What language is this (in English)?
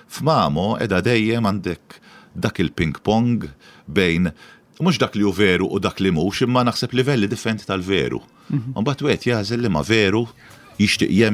Maltese